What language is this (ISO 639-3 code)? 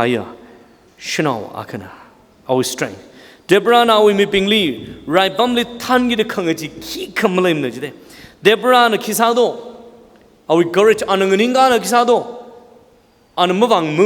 nmf